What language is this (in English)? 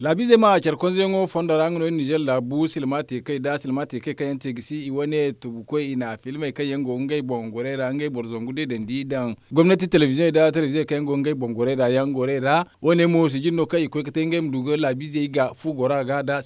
Zarma